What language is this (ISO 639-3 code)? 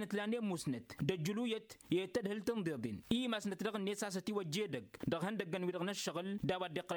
taq